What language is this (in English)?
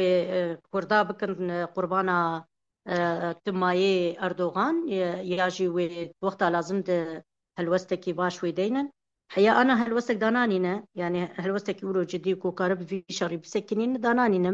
Kurdish